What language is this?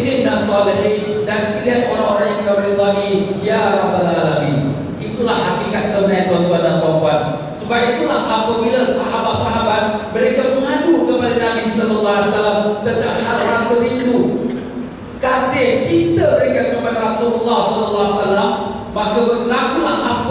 Malay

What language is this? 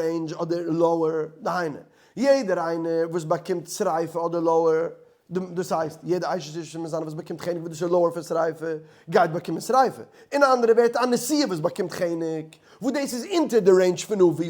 Yiddish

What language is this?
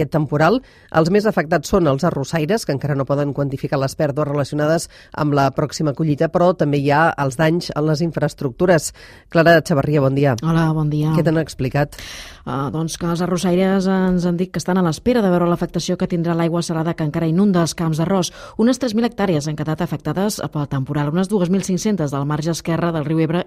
Catalan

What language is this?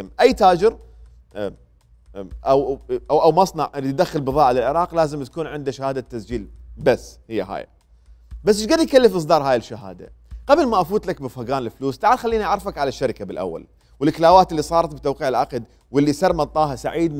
Mesopotamian Arabic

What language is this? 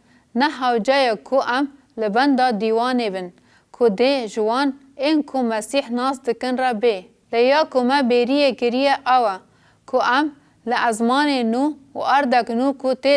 Kurdish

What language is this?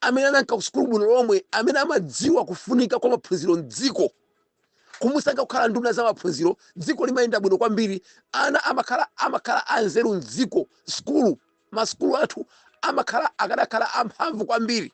Nyanja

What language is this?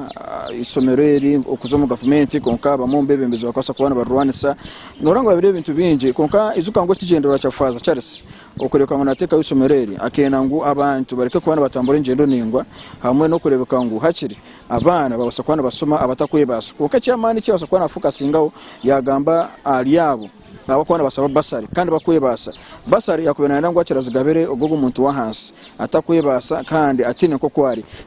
Nyankole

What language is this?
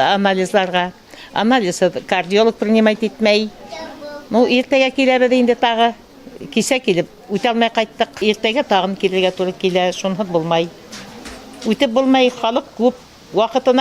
Bashkir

